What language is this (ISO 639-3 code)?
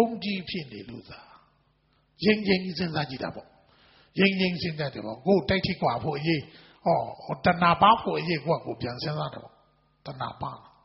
mya